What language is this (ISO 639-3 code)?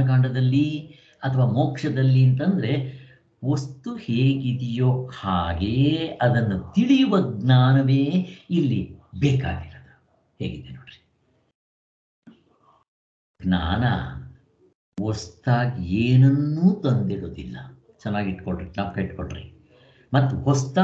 kan